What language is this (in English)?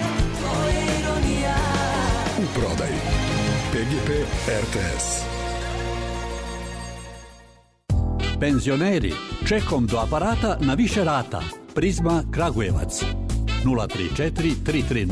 Serbian